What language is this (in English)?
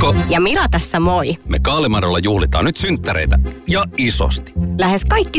Finnish